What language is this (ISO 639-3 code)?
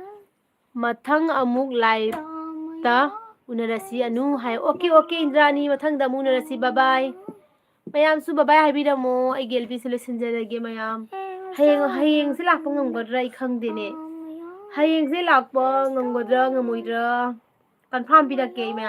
mni